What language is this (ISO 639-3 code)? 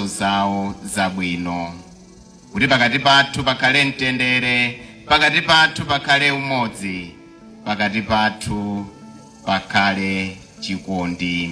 nya